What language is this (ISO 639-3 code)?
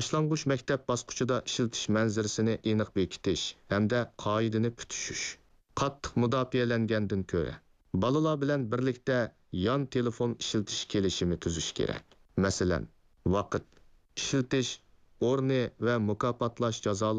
uig